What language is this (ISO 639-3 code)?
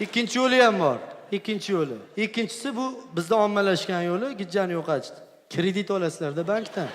uzb